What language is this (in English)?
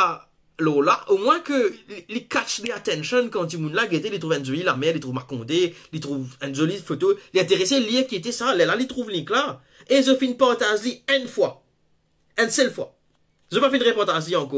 Morisyen